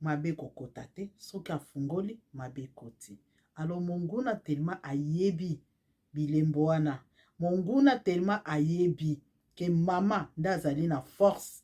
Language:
Lingala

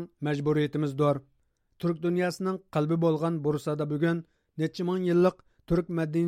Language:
Uyghur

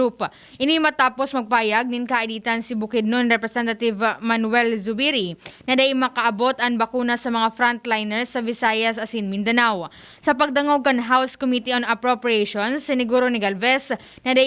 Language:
Bikol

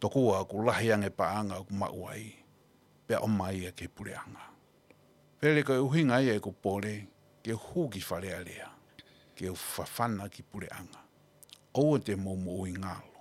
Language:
Tongan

